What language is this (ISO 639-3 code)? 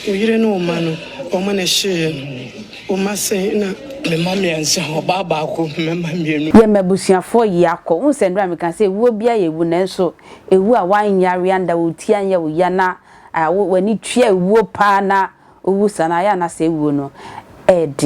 aka